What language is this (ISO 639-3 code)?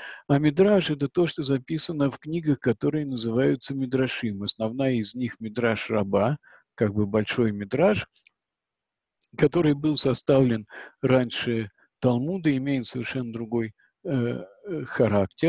rus